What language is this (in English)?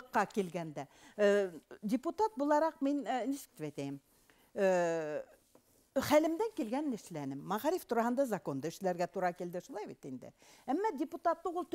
Bashkir